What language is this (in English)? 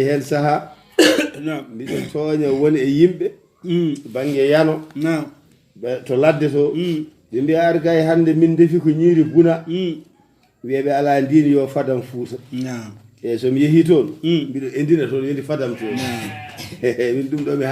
Fula